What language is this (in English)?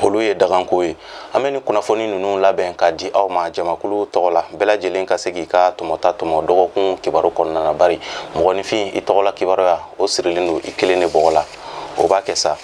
Bambara